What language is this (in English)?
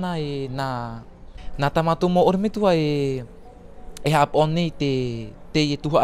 Tahitian